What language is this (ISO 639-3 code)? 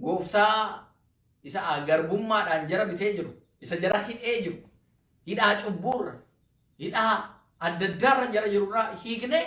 orm